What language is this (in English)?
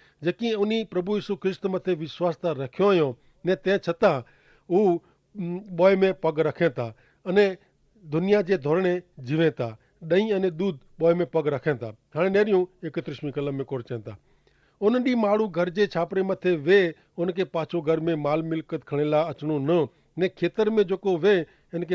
Kachhi